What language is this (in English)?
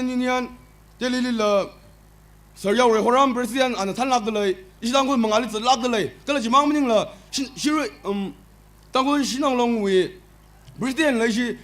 Tangkhul Naga (India)